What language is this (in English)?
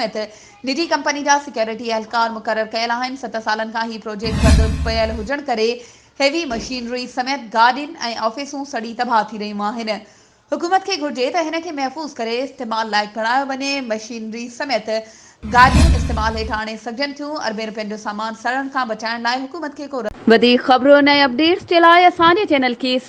Sindhi